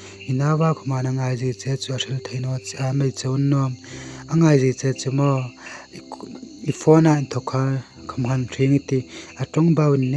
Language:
Hmar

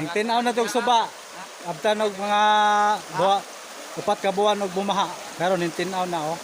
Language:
Cebuano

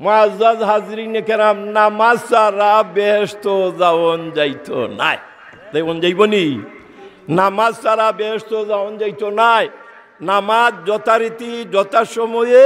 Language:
Sylheti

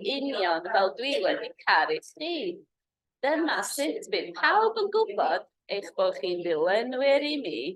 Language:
Welsh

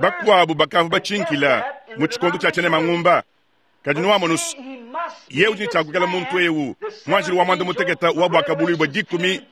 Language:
Luba-Lulua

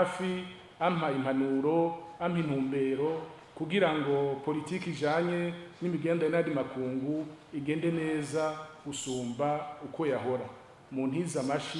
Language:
Rundi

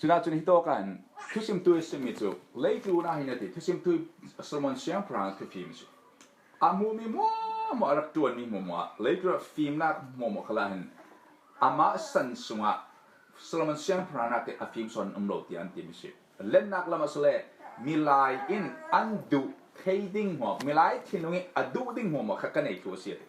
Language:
Falam Chin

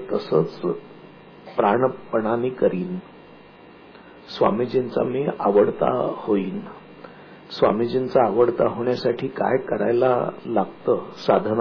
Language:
Marathi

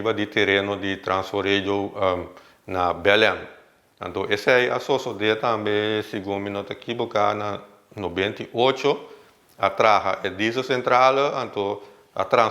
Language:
Papiamento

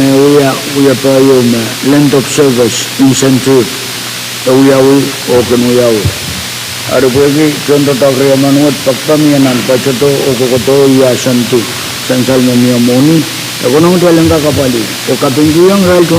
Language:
Pohnpeian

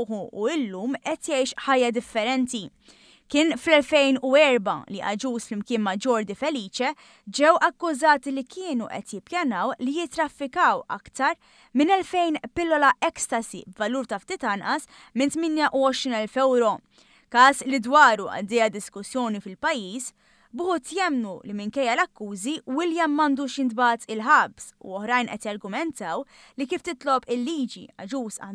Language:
Maltese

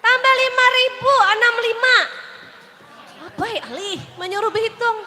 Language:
Banjar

